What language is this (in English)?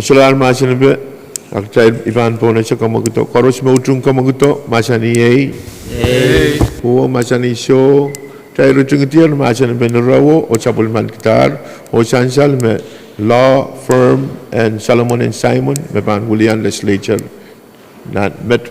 Pohnpeian